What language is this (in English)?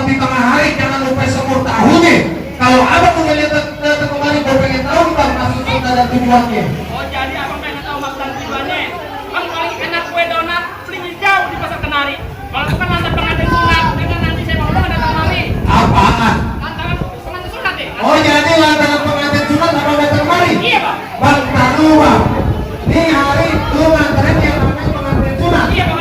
Betawi